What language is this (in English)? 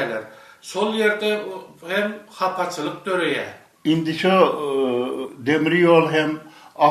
Turkmen